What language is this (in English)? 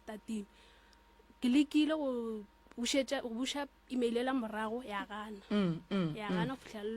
Northern Sotho